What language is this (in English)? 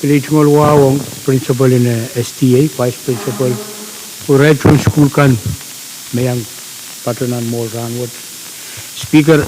Pohnpeian